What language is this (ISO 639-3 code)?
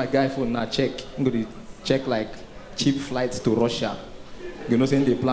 pcm